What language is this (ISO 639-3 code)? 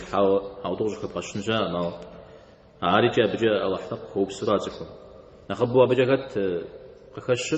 kbd